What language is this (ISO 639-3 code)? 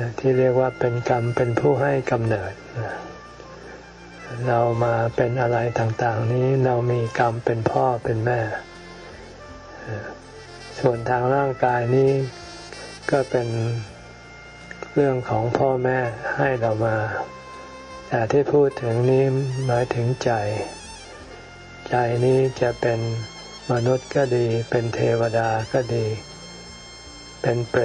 tha